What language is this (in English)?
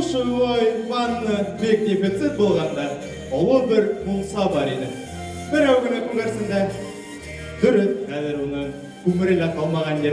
Bashkir